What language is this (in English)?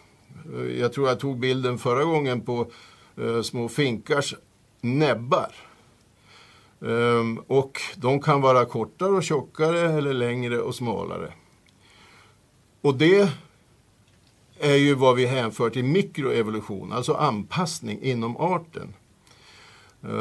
Swedish